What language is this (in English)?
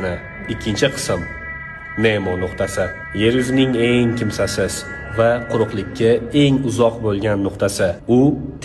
Uzbek